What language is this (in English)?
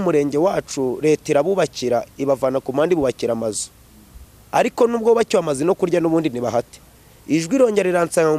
Kinyarwanda